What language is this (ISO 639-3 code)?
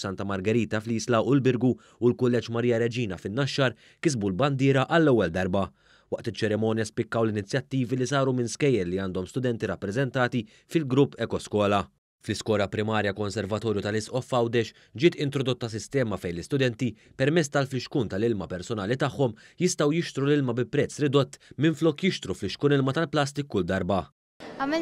mlt